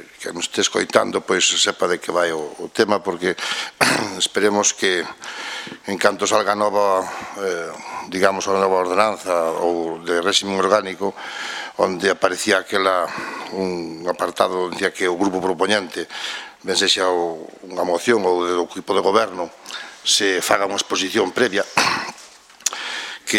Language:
Galician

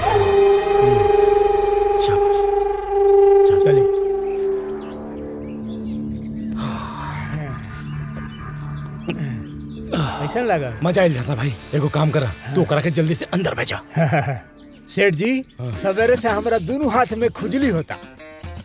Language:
Bhojpuri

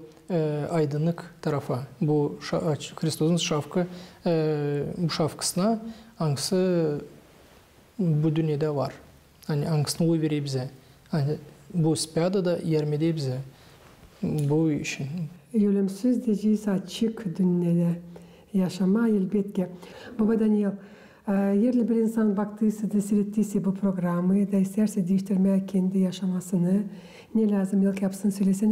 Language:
Gagauz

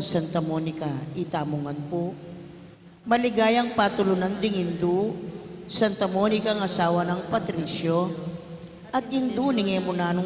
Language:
Pampanga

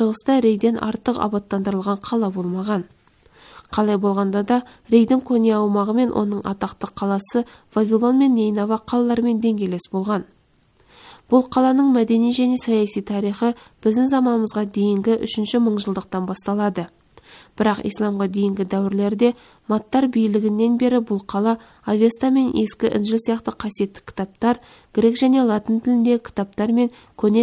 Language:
Kazakh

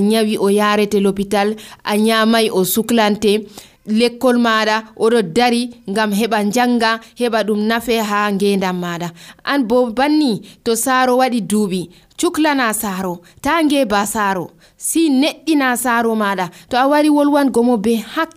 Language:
Nigerian Fulfulde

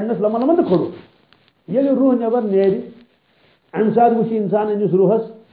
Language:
Kashmiri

